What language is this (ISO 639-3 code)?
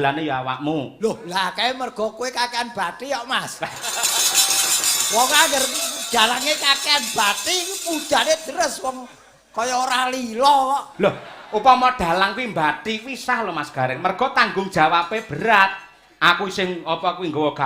jav